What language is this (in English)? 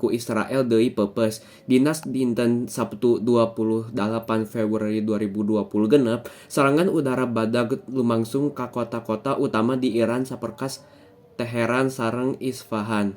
Sundanese